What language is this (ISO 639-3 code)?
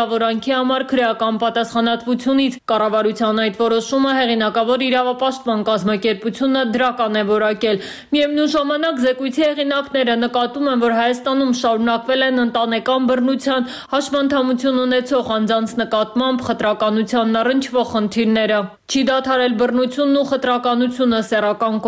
hye